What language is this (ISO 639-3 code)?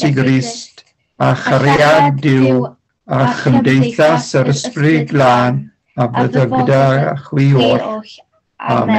cym